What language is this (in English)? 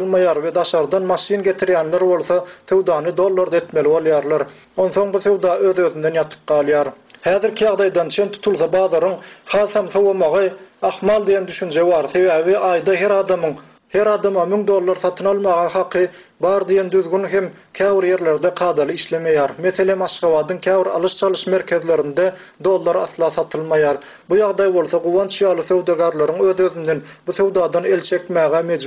Turkmen